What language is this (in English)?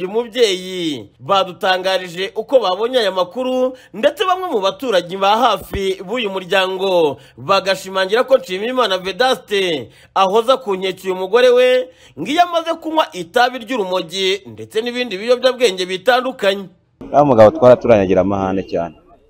Kinyarwanda